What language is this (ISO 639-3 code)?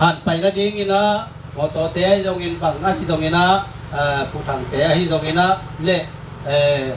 ctd